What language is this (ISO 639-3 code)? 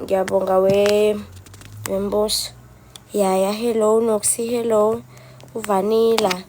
zul